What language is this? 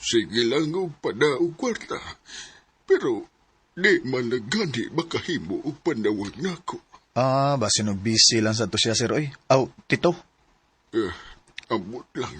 Cebuano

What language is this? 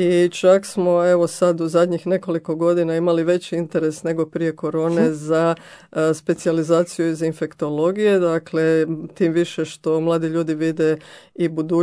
Croatian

